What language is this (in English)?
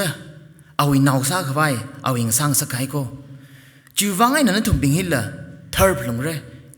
Tangkhul Naga (India)